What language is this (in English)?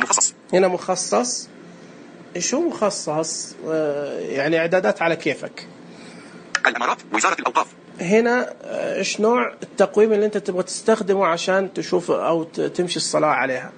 Najdi Arabic